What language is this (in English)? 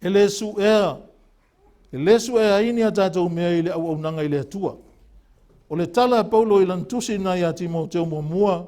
Samoan